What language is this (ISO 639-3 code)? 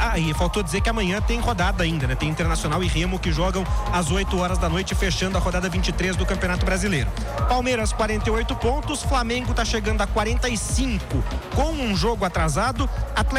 por